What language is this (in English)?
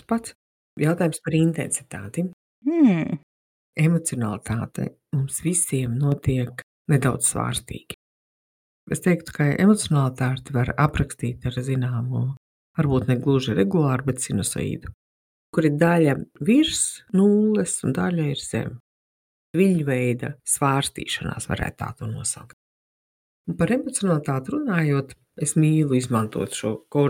Latvian